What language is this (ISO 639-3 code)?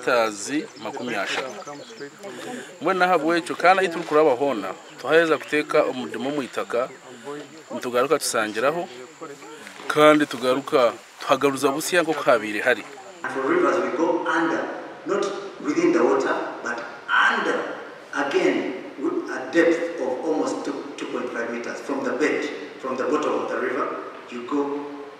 kin